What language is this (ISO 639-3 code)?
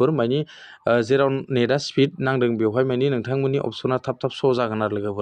brx